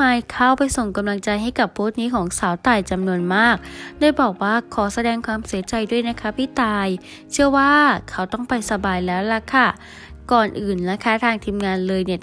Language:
Thai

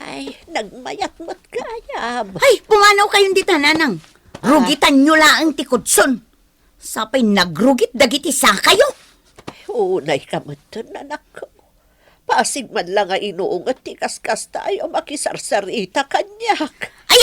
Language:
Iloko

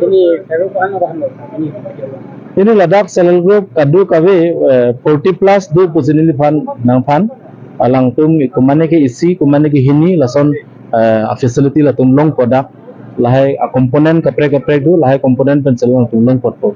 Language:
Karbi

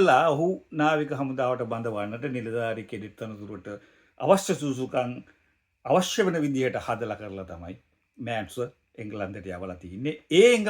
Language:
Sinhala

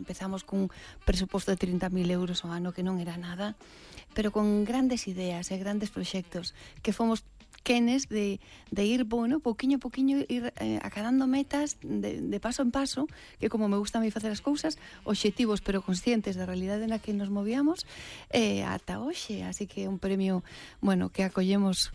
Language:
Galician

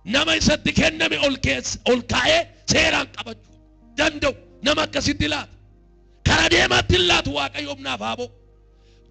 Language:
Oromo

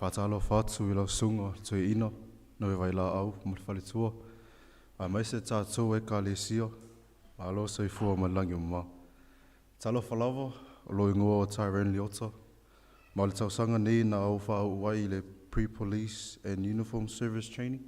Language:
Samoan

